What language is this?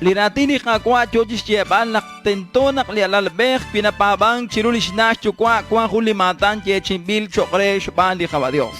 Kekchí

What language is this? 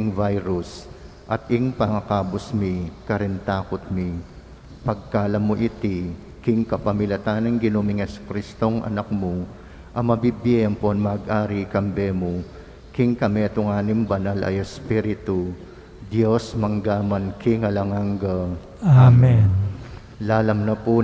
Pampanga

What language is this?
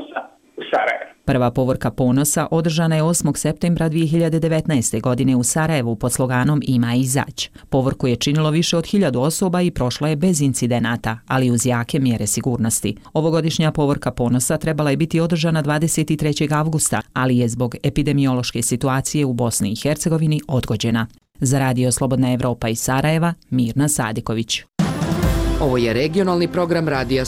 Bosnian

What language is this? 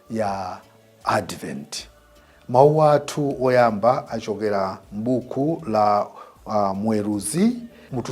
Nyanja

